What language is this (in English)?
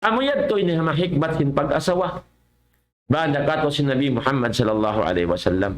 Tausug